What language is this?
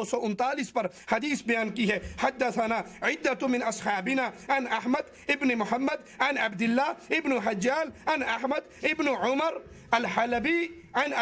Urdu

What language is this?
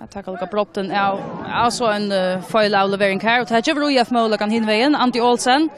Faroese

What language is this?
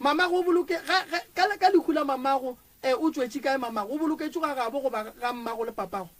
Northern Sotho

